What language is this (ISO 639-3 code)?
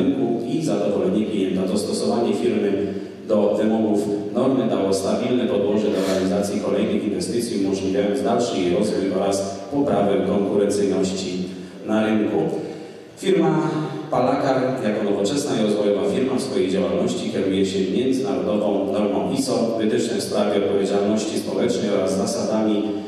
pol